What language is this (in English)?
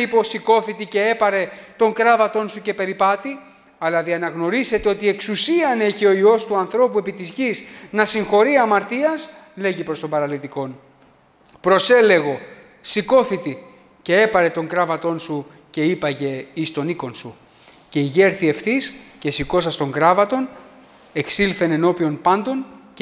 Greek